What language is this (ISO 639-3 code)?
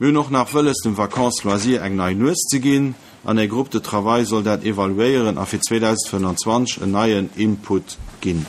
ltz